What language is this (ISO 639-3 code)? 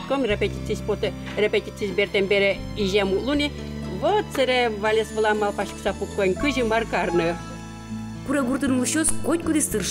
udm